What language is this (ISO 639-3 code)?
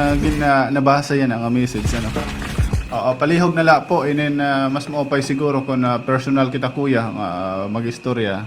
war